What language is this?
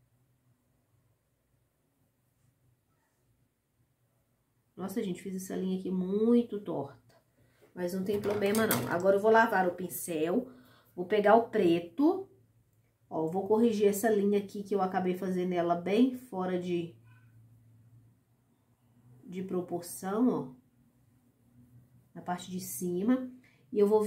Portuguese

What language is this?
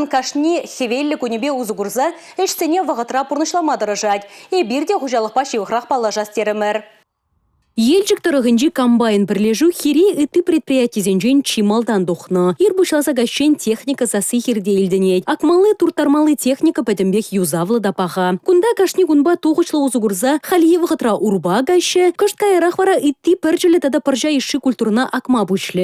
Chuvash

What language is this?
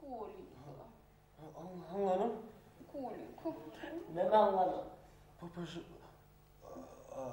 Bashkir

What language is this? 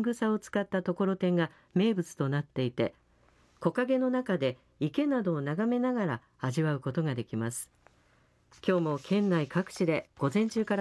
Japanese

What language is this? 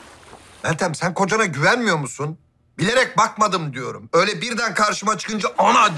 Turkish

